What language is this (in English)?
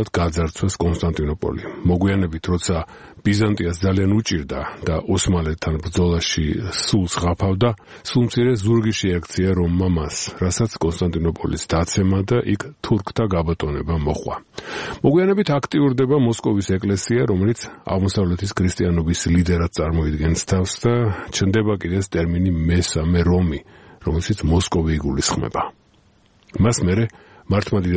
Georgian